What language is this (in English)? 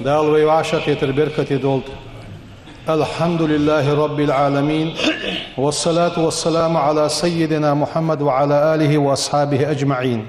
Ingush